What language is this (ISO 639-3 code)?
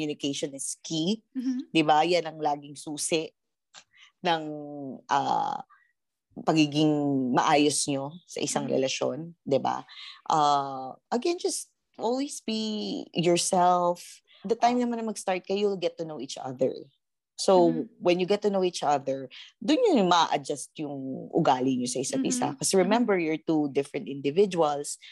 fil